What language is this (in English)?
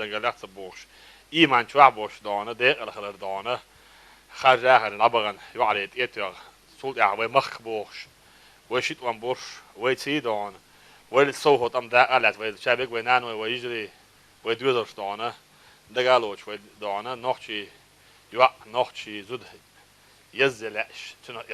Chechen